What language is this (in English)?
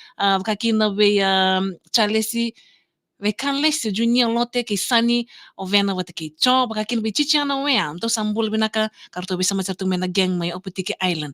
Fijian